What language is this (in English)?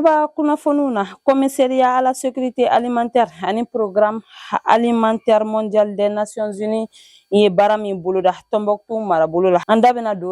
Bambara